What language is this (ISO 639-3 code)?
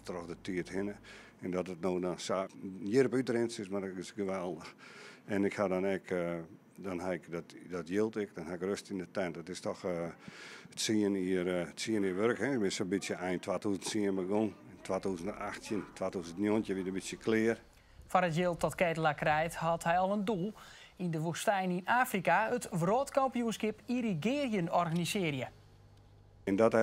fry